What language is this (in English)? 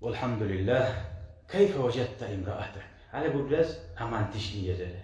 Kumyk